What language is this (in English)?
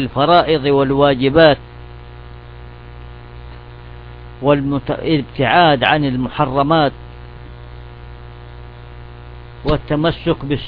Arabic